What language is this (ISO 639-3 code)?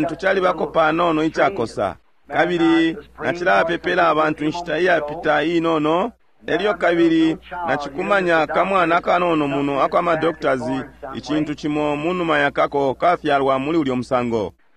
bem